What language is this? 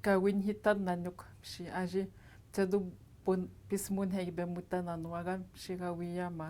Atikamekw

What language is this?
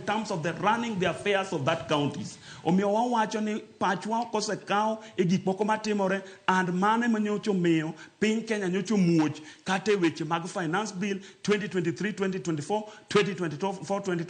Luo (Kenya and Tanzania)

